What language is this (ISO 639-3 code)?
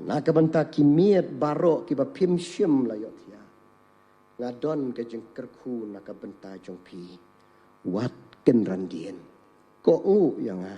kha